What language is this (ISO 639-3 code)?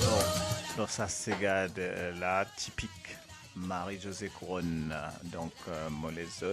mfe